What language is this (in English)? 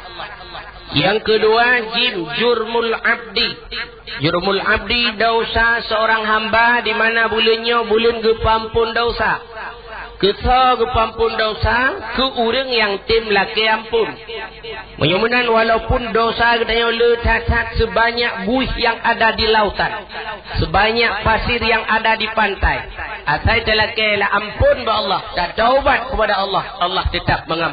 Achinese